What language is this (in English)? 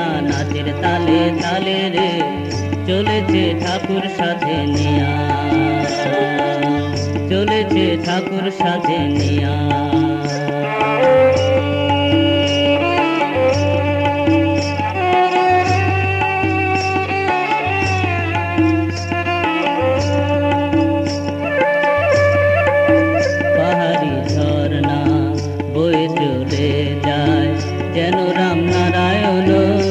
Bangla